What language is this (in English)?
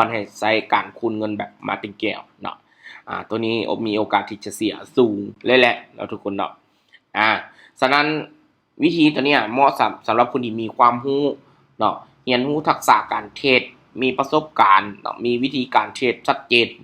Lao